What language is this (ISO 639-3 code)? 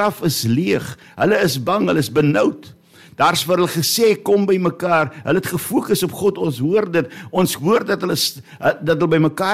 afr